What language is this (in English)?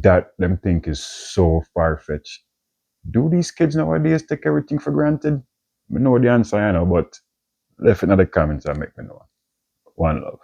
Jamaican Creole English